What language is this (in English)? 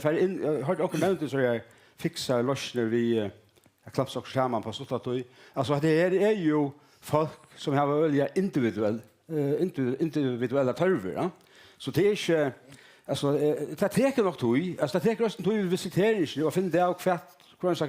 Faroese